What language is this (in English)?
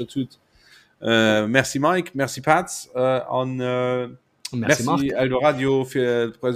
Luxembourgish